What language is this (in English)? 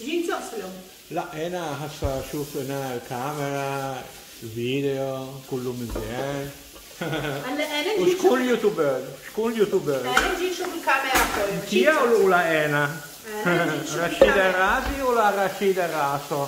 Moroccan Arabic